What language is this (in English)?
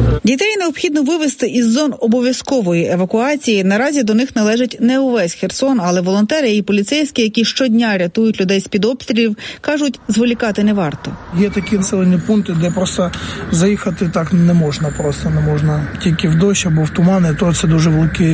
Ukrainian